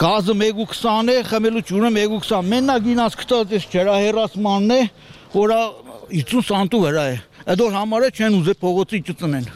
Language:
Armenian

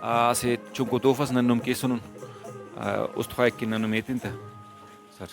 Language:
Brahui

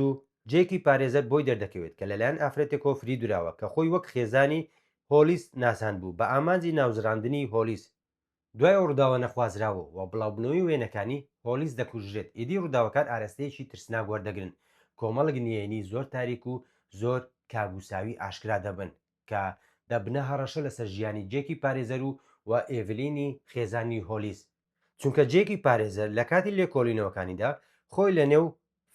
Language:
Central Kurdish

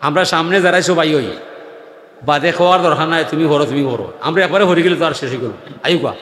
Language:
Sylheti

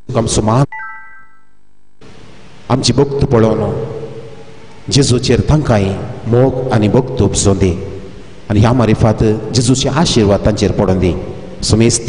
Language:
Konkani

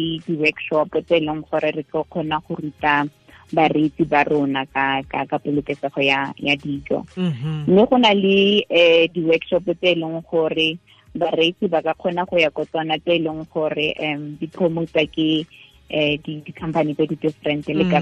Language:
Tswana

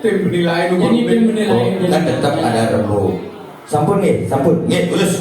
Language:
Balinese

